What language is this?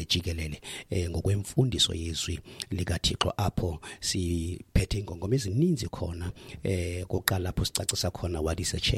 Xhosa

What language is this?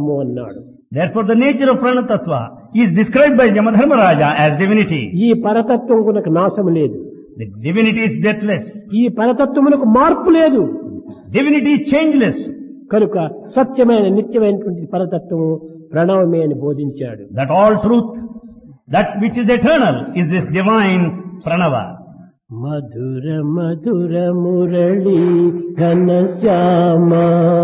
Telugu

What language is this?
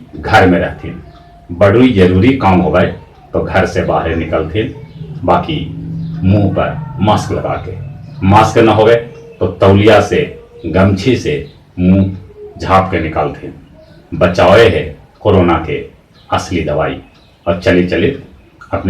Magahi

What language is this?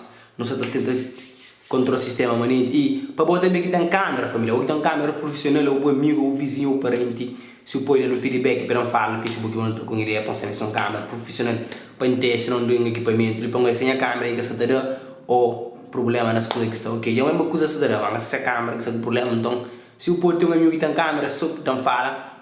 Kabuverdianu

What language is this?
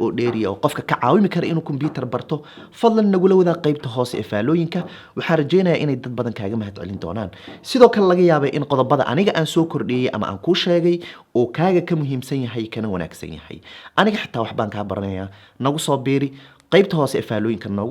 Somali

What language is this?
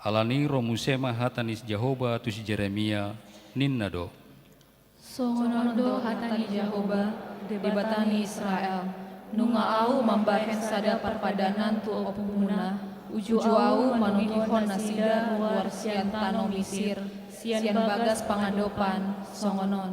Batak Toba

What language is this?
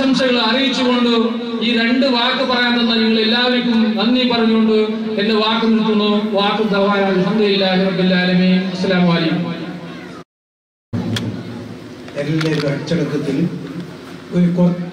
Malayalam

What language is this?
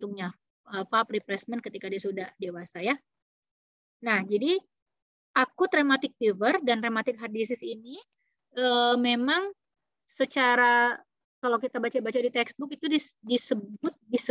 Indonesian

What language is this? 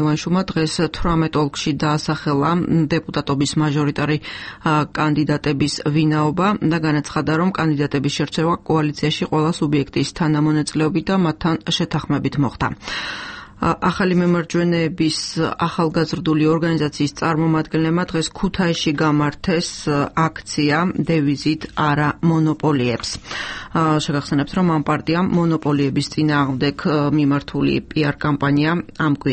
Georgian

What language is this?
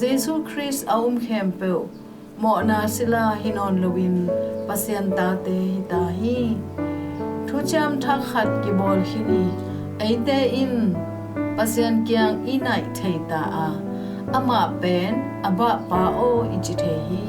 Tedim Chin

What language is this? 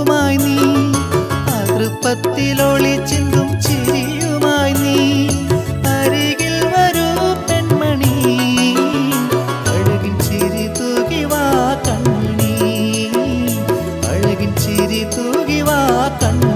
Malayalam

